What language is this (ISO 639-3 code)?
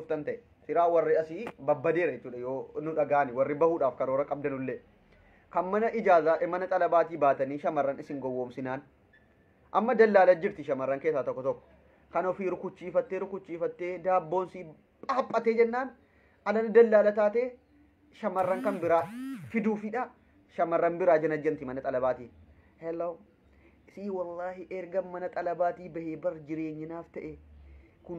orm